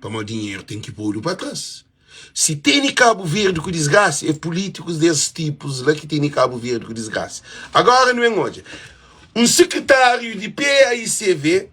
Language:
Kabuverdianu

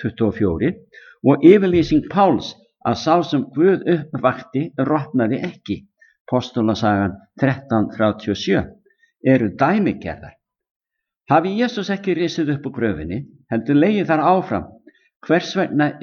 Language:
Icelandic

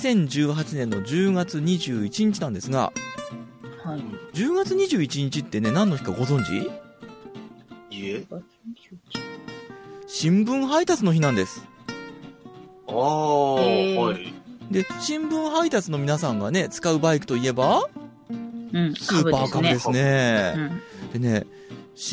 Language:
Japanese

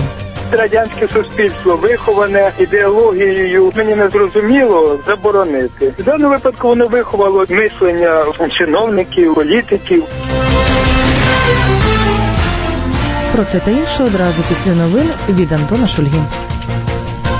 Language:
Ukrainian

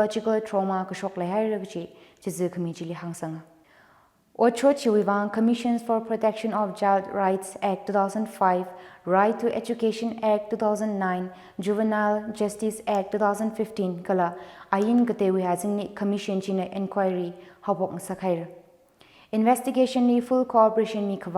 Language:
Tangkhul Naga (India)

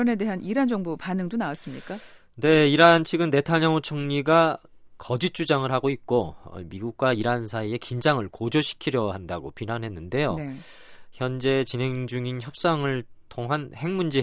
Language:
Korean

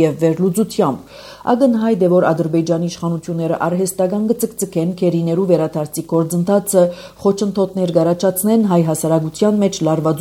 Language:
Armenian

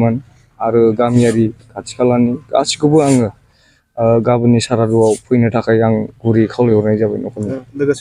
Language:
Bodo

